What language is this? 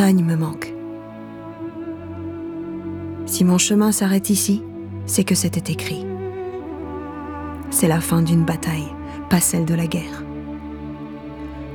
French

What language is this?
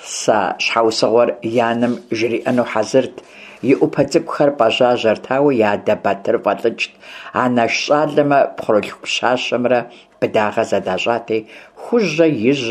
Kabardian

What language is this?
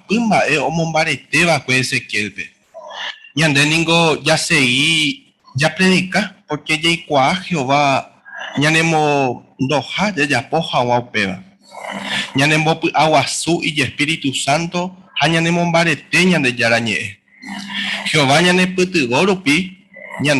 Guarani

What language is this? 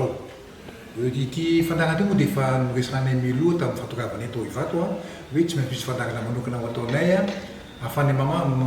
Malagasy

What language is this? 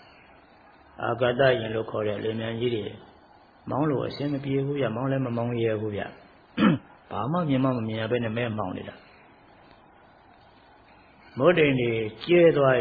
Burmese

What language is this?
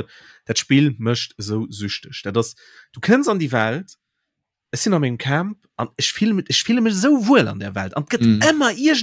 Luxembourgish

